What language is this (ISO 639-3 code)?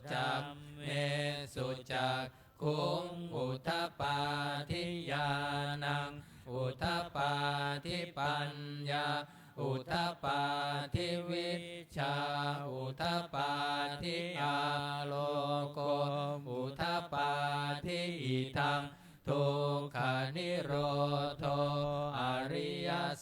pli